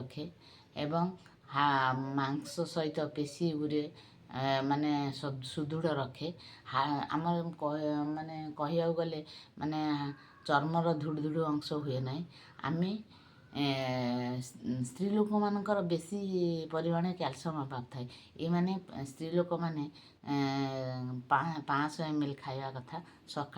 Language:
Odia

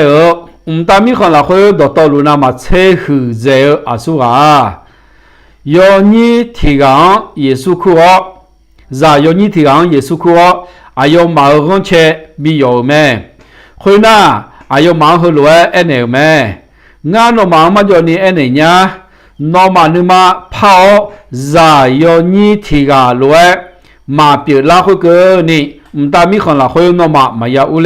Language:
Akha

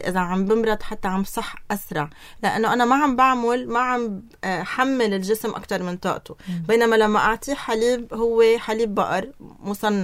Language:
North Levantine Arabic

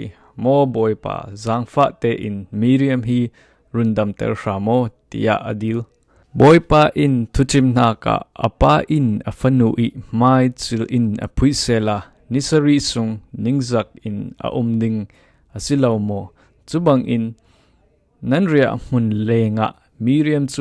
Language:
Falam Chin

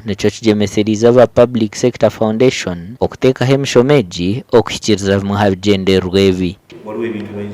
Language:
Nyankole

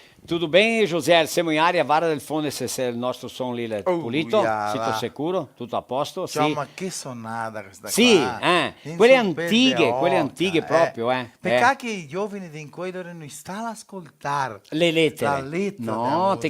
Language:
Venetian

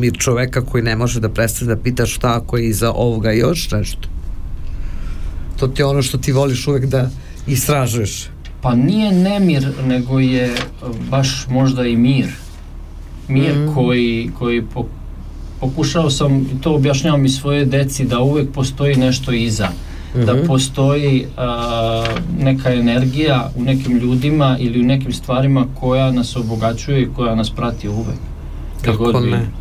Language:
Serbian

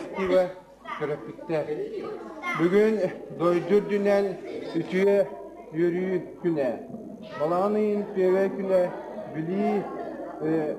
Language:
Yakut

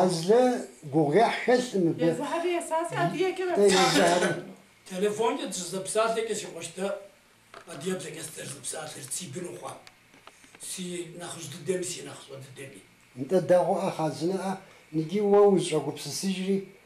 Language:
Kabardian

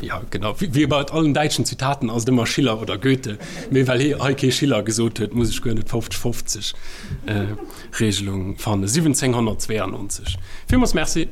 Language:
Luxembourgish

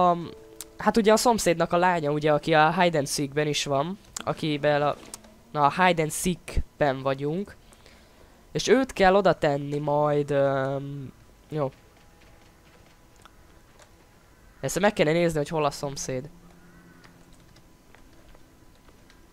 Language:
Hungarian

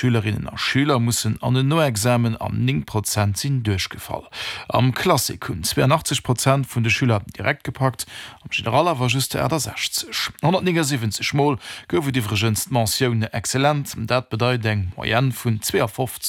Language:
Luxembourgish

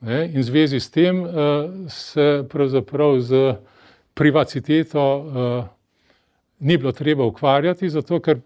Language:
Slovenian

